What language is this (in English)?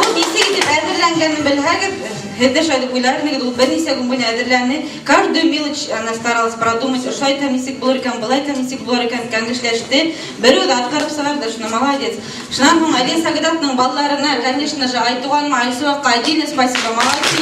Bashkir